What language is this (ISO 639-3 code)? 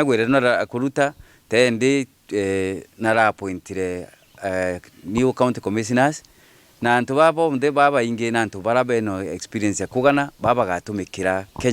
mer